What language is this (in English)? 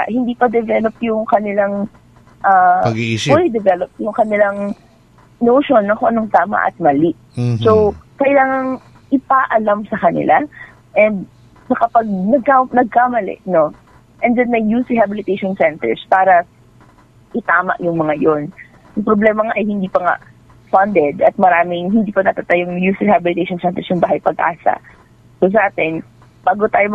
Cebuano